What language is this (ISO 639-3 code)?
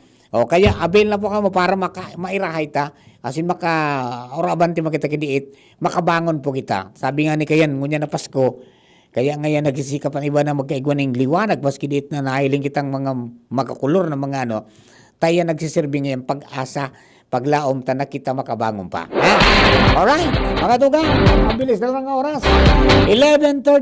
bik